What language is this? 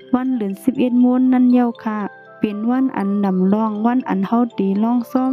Shan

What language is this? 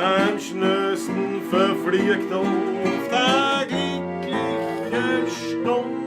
Bavarian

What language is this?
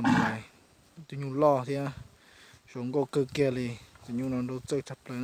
Hmong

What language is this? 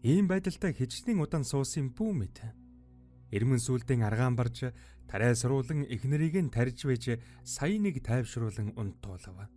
Mongolian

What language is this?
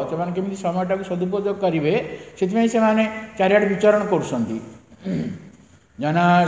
Odia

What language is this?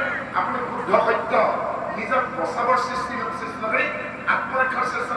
Assamese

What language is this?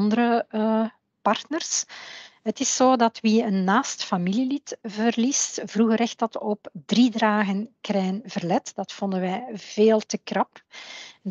Dutch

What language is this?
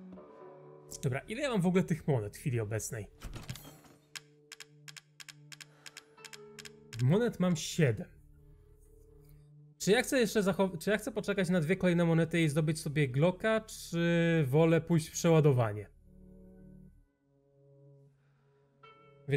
Polish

